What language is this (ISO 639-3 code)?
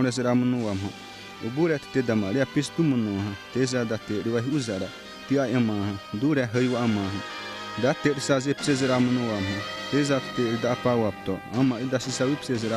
xav